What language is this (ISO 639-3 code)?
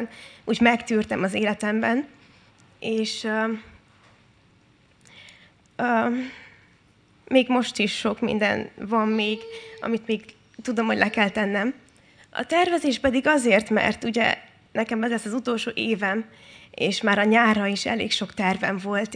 hun